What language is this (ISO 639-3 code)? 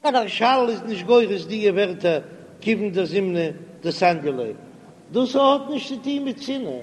yid